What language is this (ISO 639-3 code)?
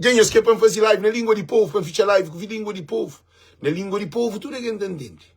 kea